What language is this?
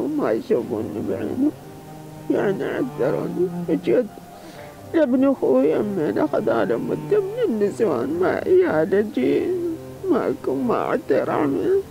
Mesopotamian Arabic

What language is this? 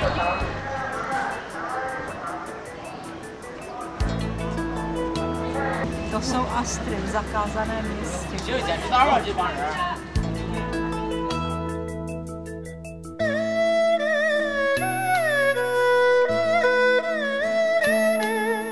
Czech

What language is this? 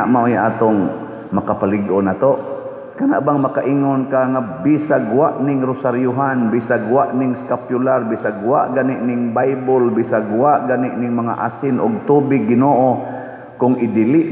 Cebuano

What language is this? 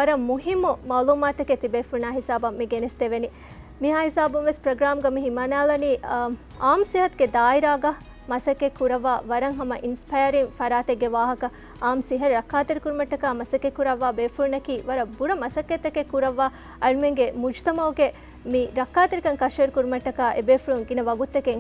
Divehi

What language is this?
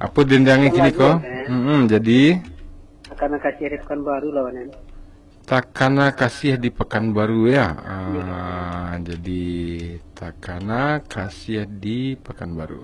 Minangkabau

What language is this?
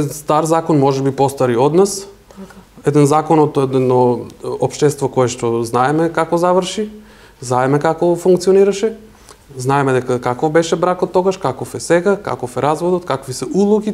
Macedonian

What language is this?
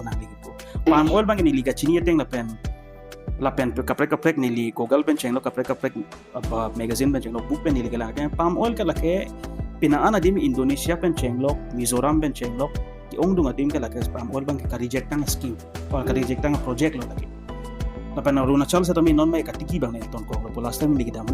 Karbi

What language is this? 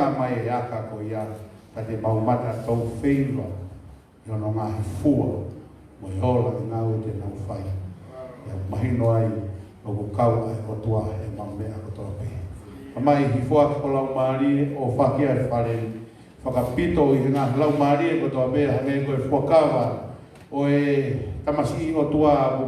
Tongan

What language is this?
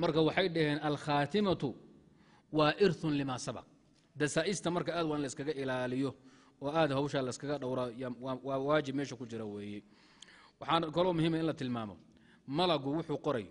Somali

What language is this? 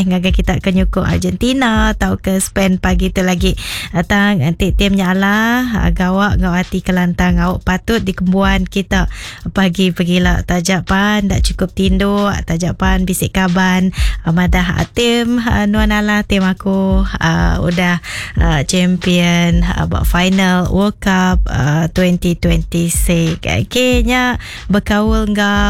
Iban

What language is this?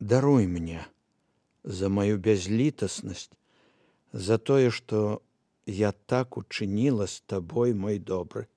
Belarusian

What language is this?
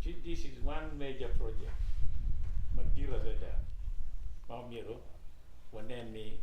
Acoli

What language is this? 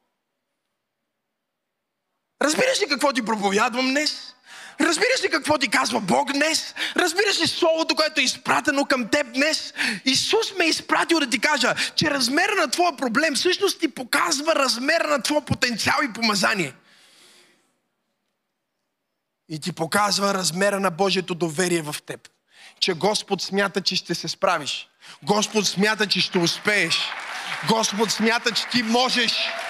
Bulgarian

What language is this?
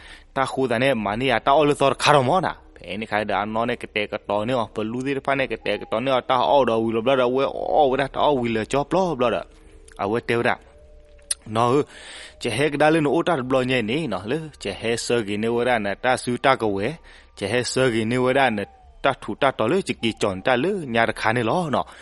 S'gaw Karen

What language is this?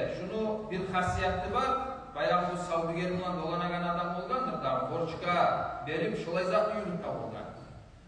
Kumyk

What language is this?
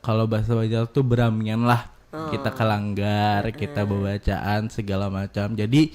Banjar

